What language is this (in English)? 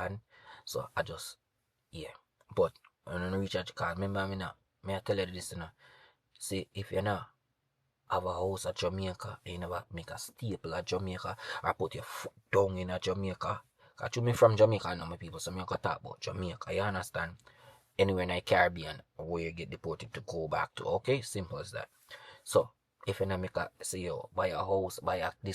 Jamaican Creole English